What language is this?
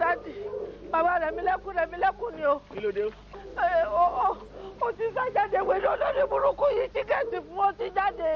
Yoruba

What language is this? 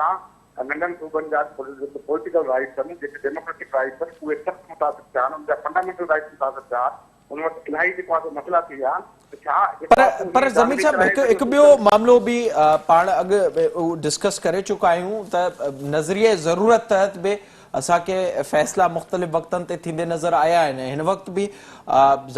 Sindhi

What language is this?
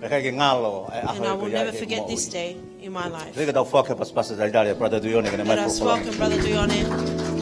Tongan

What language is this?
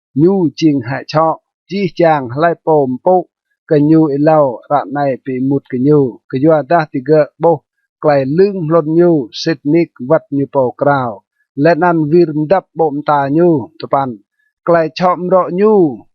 Rade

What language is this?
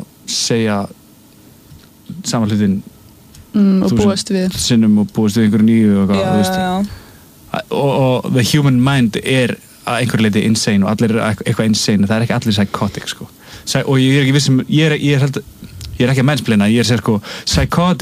Icelandic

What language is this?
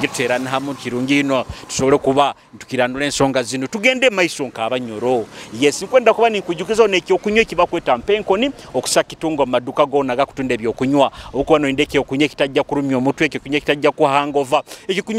Nyoro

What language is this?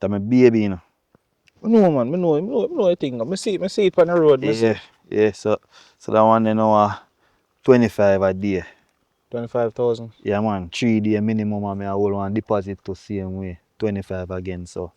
Jamaican Creole English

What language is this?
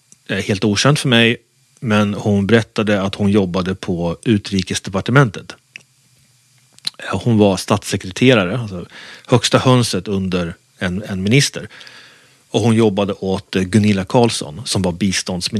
Swedish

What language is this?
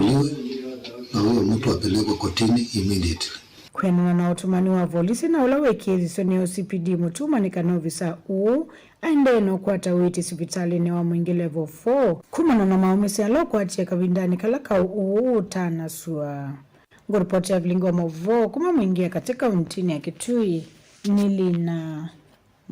Kamba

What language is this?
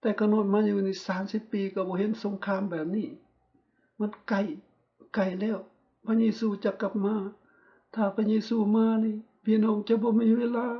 Lao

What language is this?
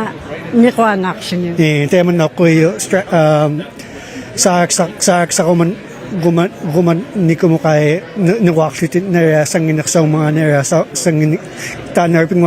Inuktitut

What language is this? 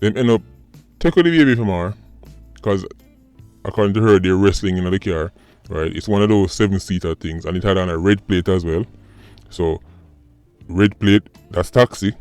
Jamaican Creole English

